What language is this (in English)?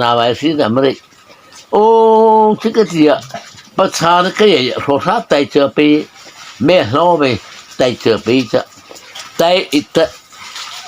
Mara Chin